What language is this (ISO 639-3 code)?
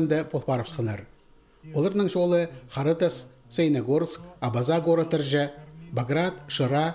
kjh